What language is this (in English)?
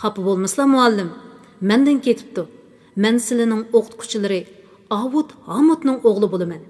Uyghur